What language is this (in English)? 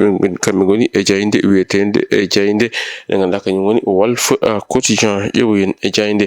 Fula